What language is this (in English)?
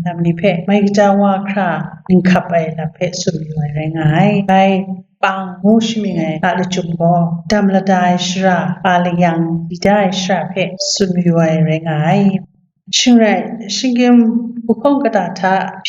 Kachin